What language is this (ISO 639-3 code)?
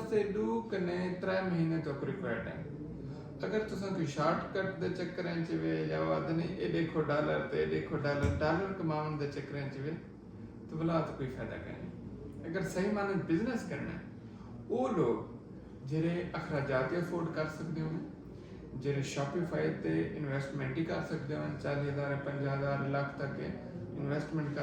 skr